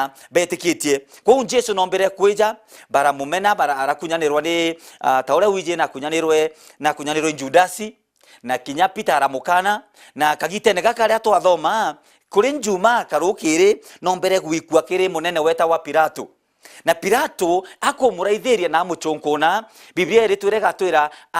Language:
Meru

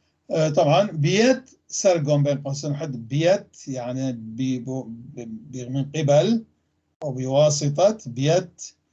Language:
North Levantine Arabic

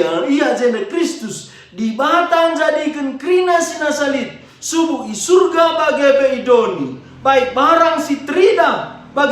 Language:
Batak Karo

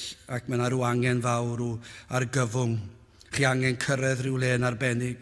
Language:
Welsh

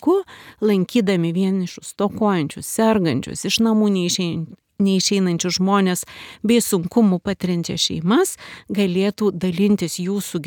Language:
Lithuanian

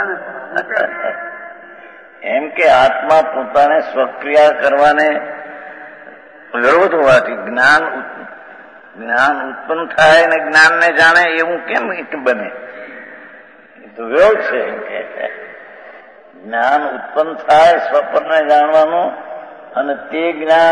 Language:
Gujarati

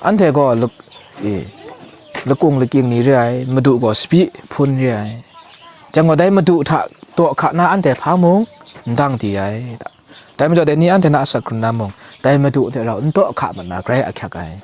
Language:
Kachin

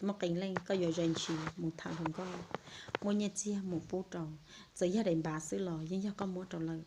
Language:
Hmong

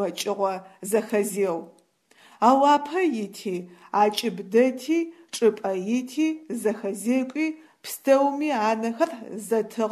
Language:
Adyghe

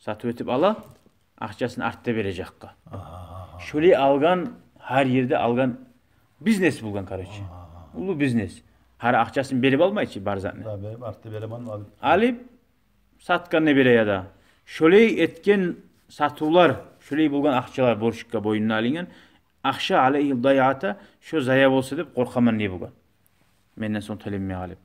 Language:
Kumyk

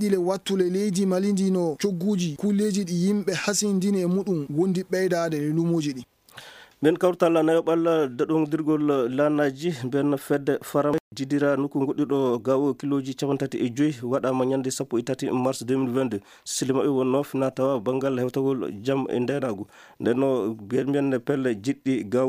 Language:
Maasina Fulfulde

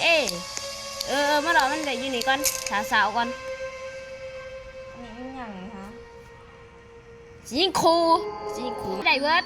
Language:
Lao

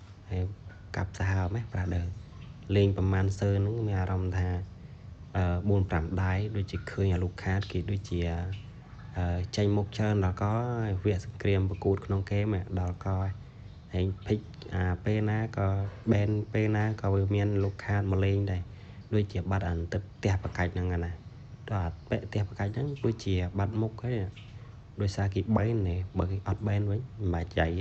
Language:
Khmer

